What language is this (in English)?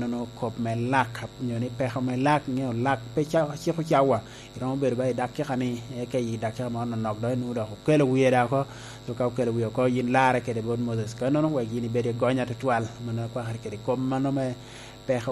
Lango (Uganda)